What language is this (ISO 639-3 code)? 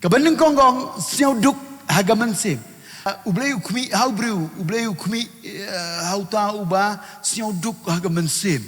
kha